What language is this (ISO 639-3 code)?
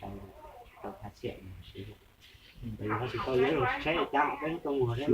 hmn